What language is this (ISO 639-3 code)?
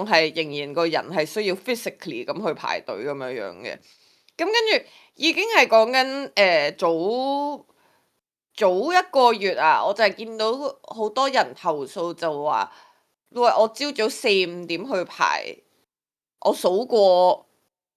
yue